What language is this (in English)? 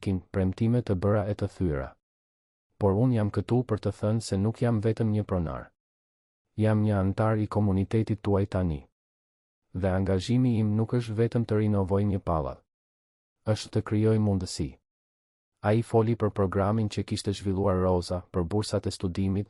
Albanian